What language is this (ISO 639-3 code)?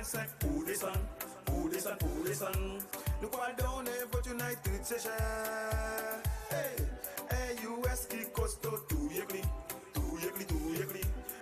crs